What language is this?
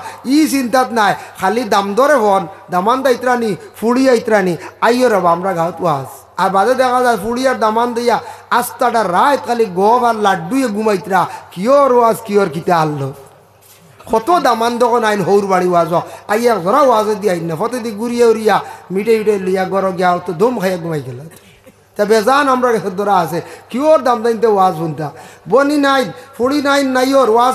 Sylheti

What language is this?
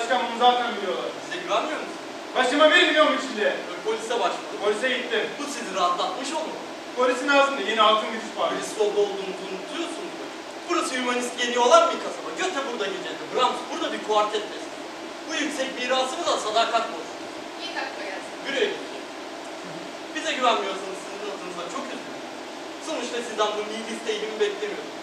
Turkish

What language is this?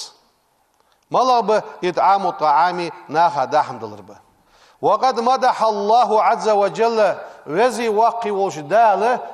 Ingush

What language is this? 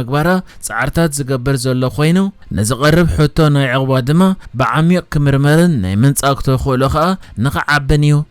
Tigrinya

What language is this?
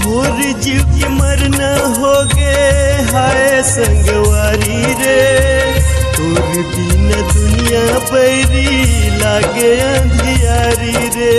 Chhattisgarhi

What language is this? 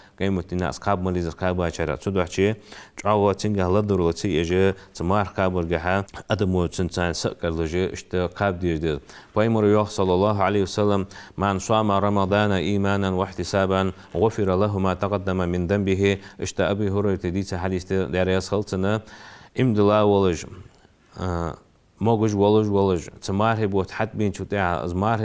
Ingush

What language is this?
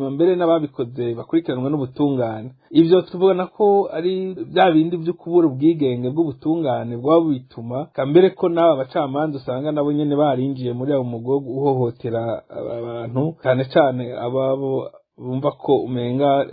Rundi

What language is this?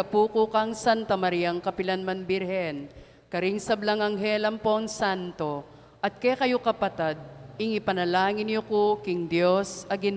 Pampanga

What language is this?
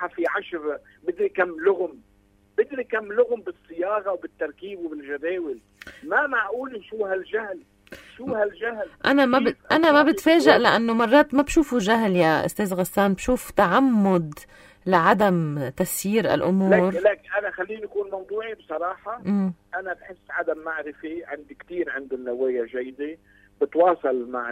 North Levantine Arabic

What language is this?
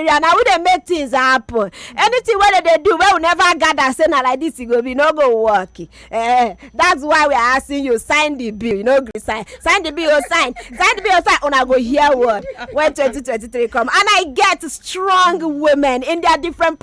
Nigerian Pidgin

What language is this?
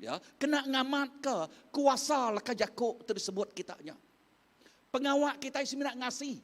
Iban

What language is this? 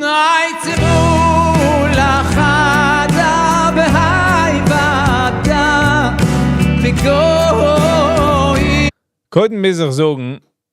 Yiddish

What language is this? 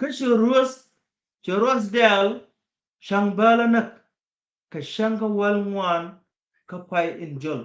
Nuer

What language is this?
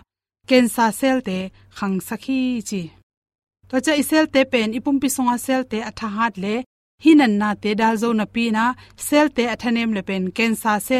Tedim Chin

